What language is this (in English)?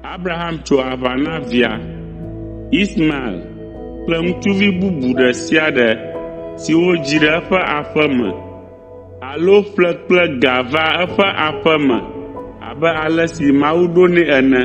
Ewe